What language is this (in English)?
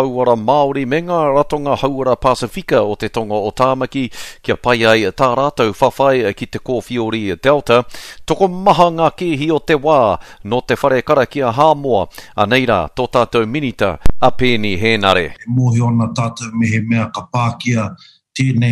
Māori